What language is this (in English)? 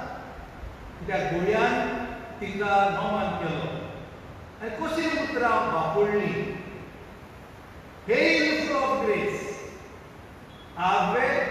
Konkani